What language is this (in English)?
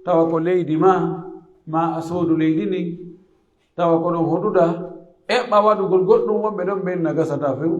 Pular